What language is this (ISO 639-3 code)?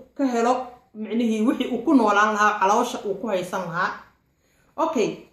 som